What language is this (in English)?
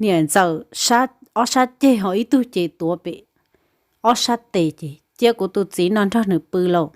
Hmong